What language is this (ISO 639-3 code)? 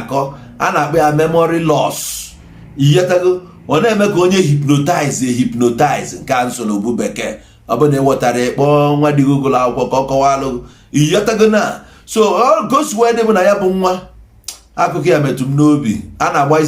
ibo